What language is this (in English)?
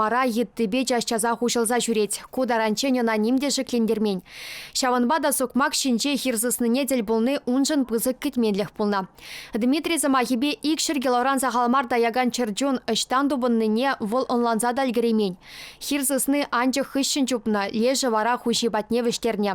Chuvash